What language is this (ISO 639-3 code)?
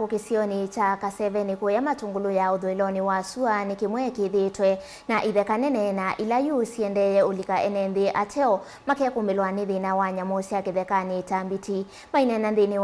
kam